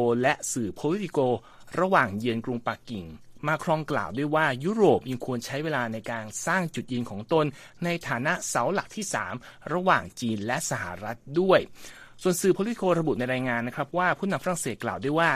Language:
Thai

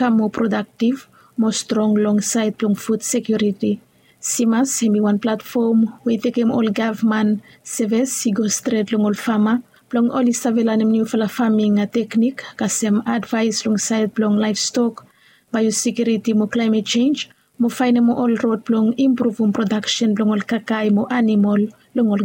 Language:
Bislama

